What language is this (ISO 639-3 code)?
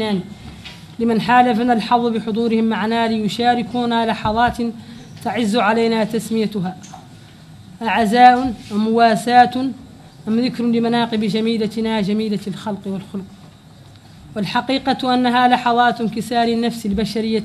ara